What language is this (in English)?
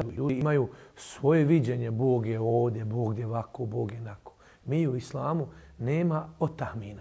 Bosnian